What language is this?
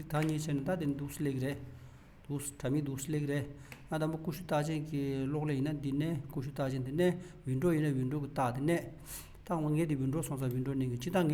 Tibetan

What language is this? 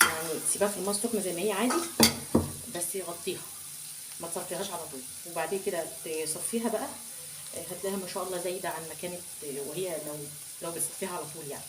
Egyptian Arabic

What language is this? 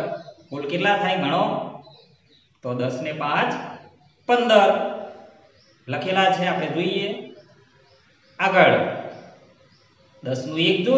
Gujarati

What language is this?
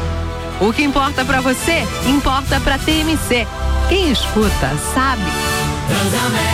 Portuguese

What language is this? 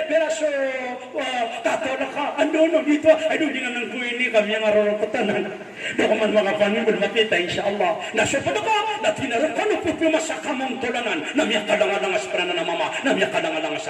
Maranao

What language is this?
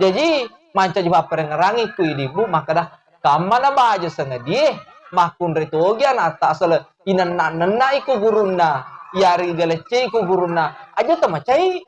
Buginese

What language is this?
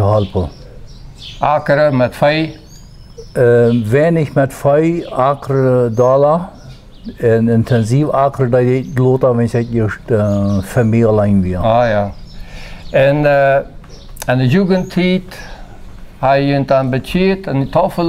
Plautdietsch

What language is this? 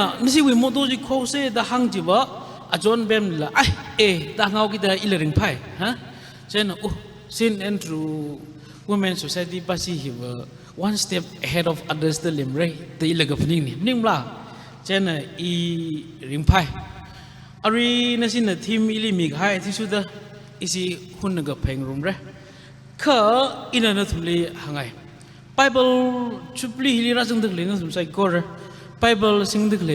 Tangkhul Naga (India)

